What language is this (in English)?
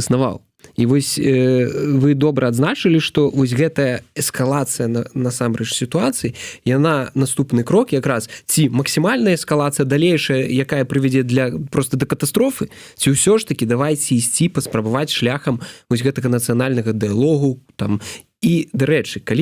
Belarusian